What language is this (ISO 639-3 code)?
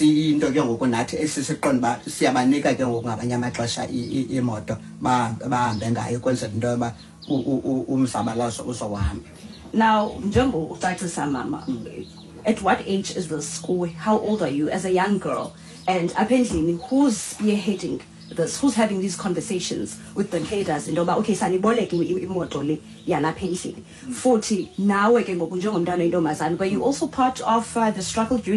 xho